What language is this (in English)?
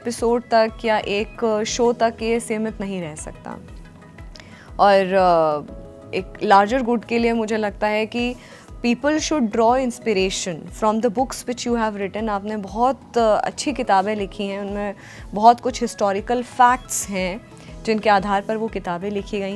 Hindi